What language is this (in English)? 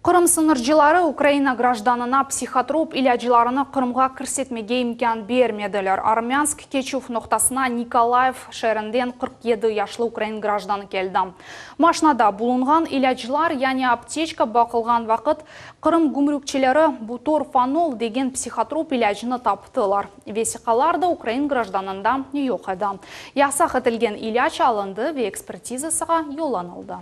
Crimean Tatar